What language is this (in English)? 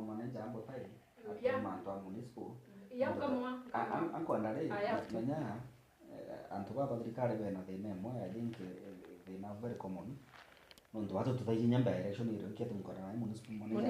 Meru